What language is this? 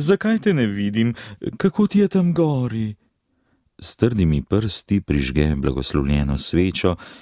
Slovenian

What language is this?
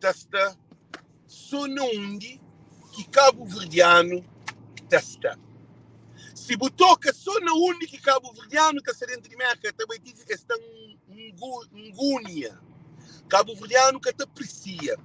Kabuverdianu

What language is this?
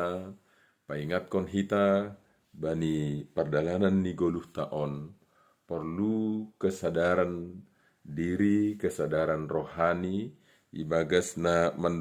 Batak Simalungun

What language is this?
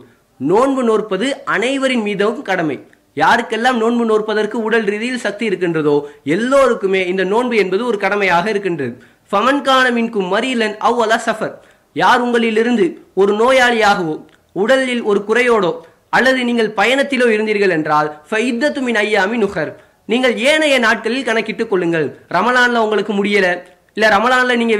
Tamil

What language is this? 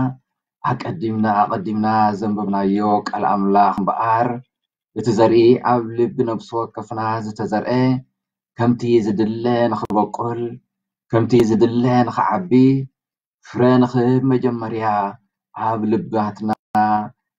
Tigrinya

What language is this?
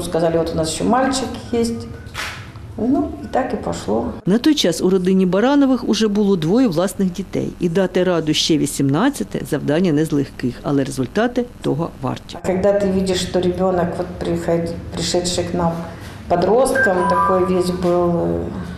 Ukrainian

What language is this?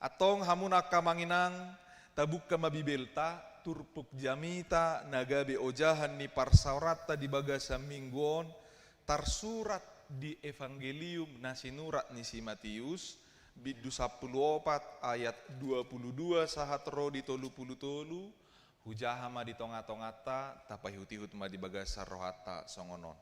Batak Toba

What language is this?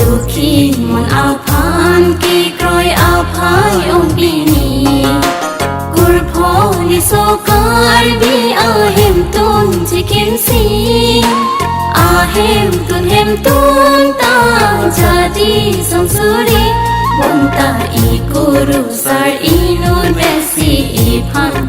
Karbi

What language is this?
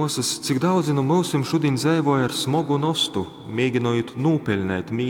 Latgalian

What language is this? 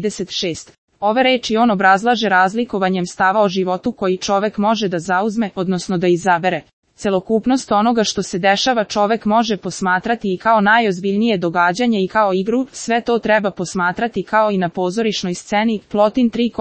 Serbian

